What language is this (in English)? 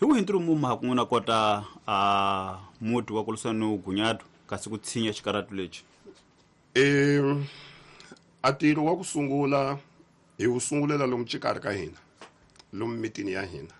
Tsonga